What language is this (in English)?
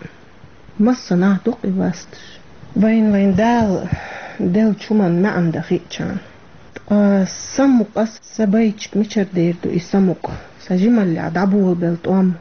Chechen